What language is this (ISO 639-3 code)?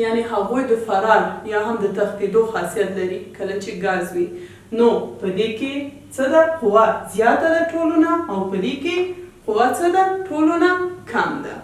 pus